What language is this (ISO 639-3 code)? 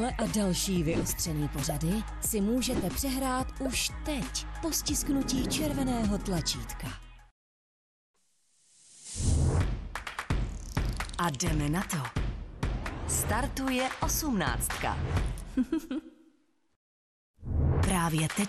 ces